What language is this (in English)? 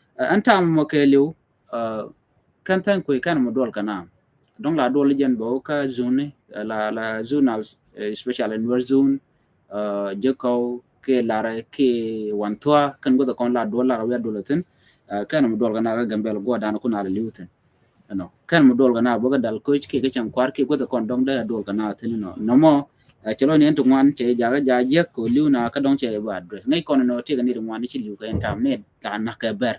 Nuer